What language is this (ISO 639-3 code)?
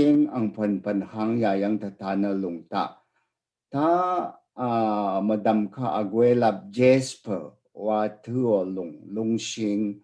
raw